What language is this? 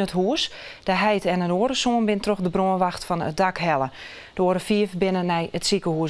Western Frisian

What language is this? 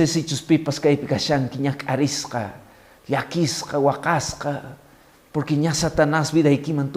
Quechua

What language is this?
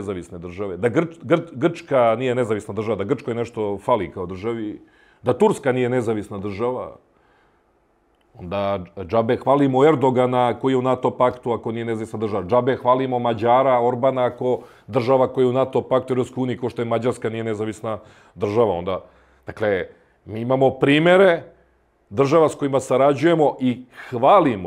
Serbian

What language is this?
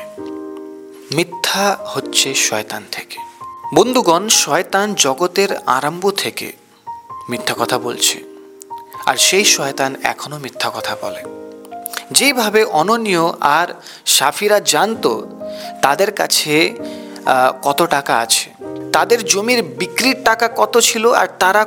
Bangla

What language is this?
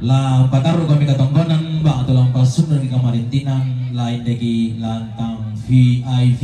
Toraja-Sa'dan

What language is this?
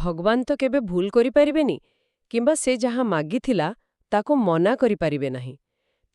Odia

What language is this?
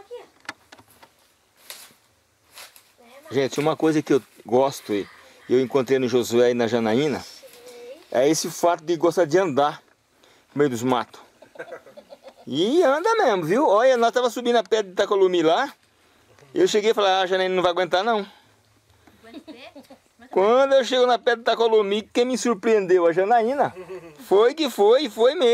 Portuguese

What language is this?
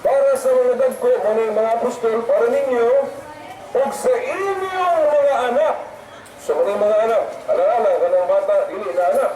Cebuano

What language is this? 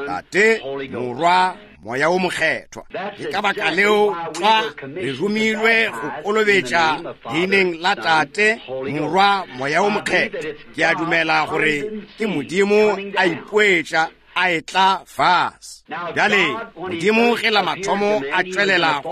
Northern Sotho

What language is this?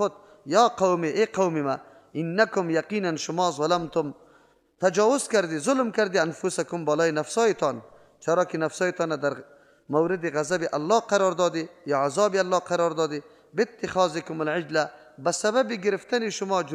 Persian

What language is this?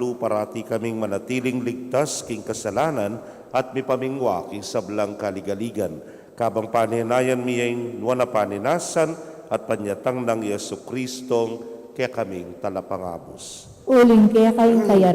Pampanga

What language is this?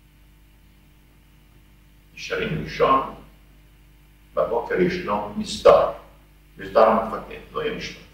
Hebrew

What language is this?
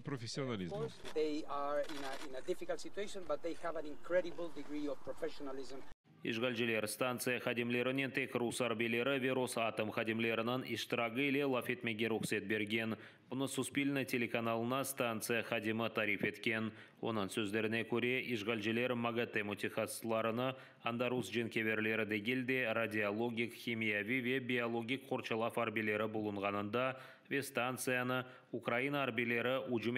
Crimean Tatar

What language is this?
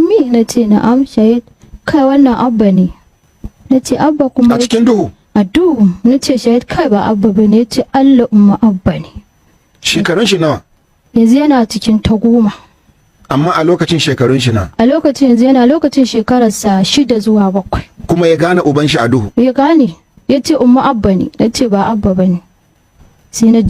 Hausa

